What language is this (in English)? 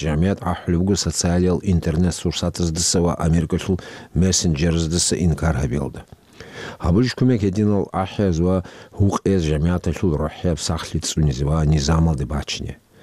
Avaric